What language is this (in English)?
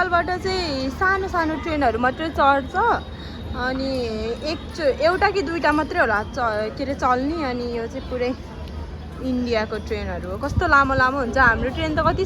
Nepali